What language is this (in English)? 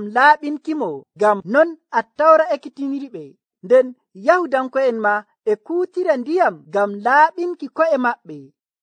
Nigerian Fulfulde